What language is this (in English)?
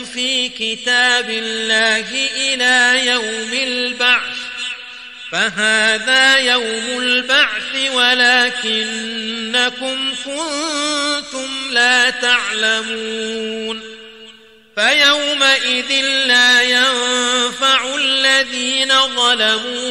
Arabic